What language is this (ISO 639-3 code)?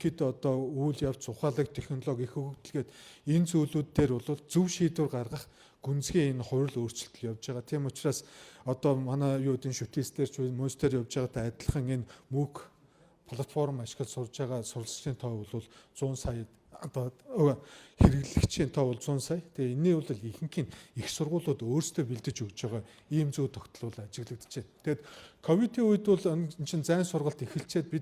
mon